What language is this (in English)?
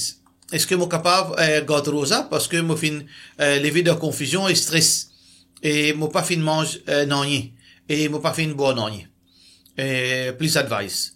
Morisyen